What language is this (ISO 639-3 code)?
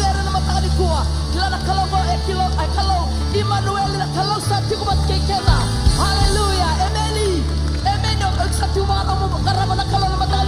fij